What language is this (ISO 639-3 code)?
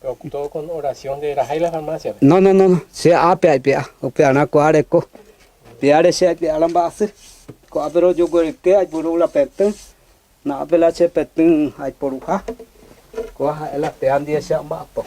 grn